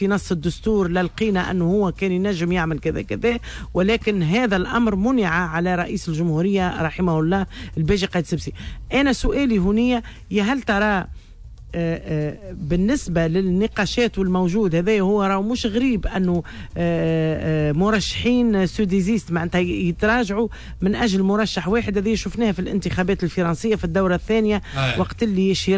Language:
Tunisian Arabic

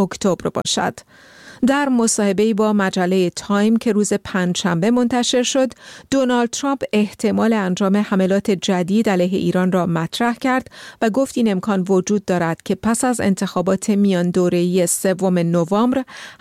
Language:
Persian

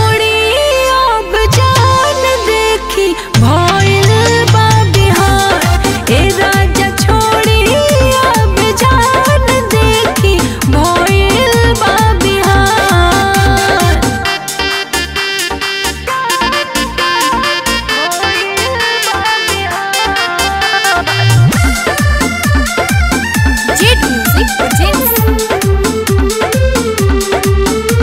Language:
Bhojpuri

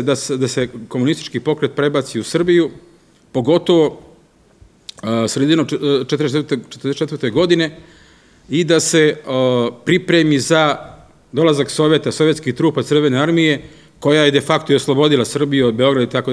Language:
Serbian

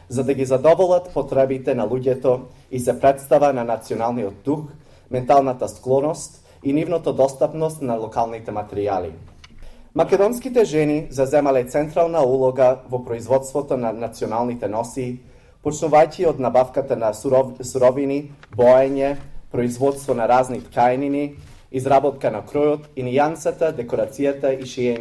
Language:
Macedonian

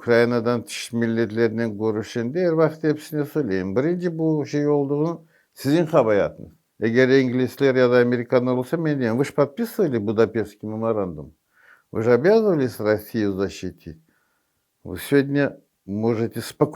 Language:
Crimean Tatar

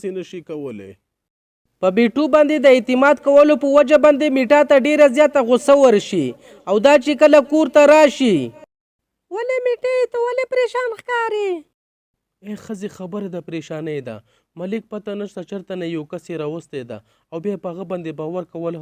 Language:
Pashto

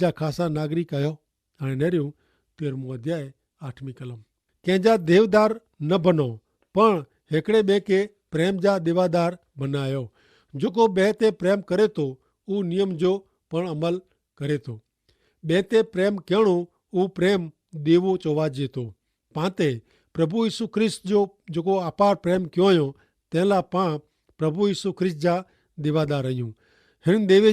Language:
Kachhi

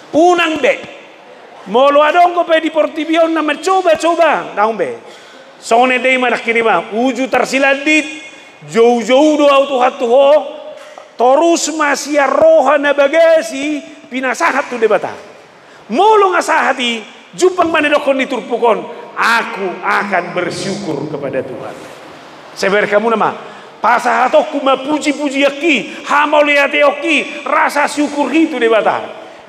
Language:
Batak Toba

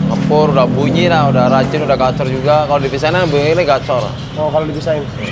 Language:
Indonesian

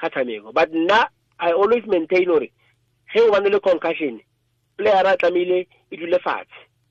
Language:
Tswana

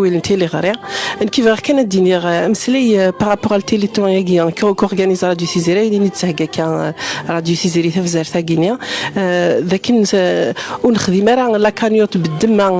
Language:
Kabyle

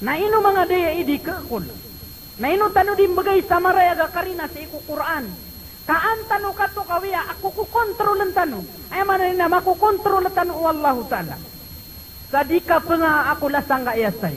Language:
Maranao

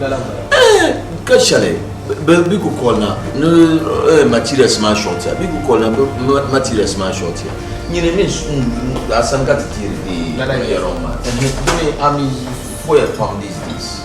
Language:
Dagbani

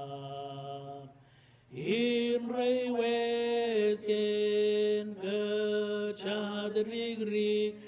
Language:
Marshallese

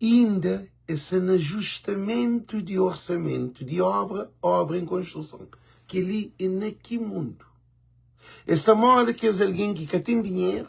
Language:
Kabuverdianu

